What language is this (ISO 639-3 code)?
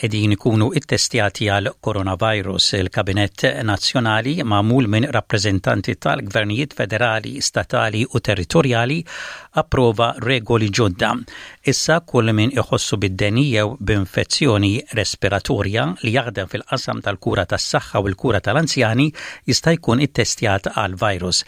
mlt